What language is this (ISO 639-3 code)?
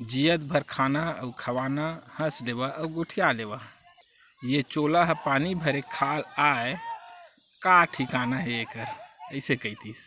hne